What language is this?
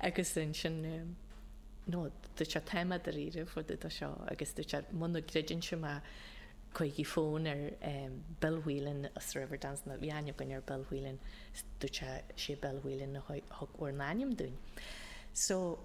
Irish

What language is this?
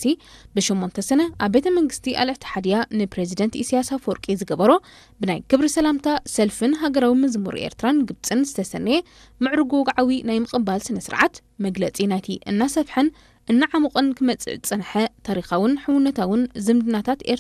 Tigrinya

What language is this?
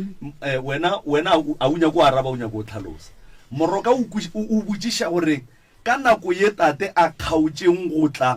Northern Sotho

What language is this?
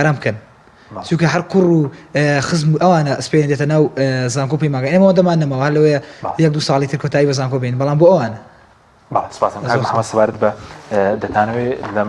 Central Kurdish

